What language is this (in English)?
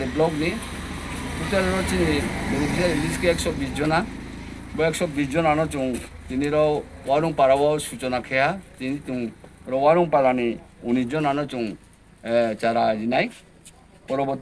Riang (India)